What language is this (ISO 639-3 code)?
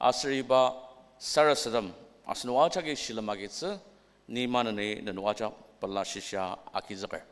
njo